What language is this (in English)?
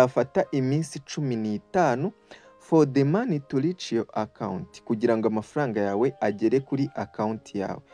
Kinyarwanda